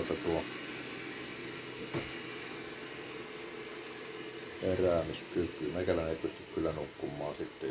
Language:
Finnish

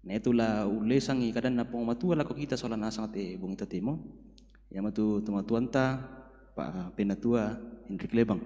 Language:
Toraja-Sa'dan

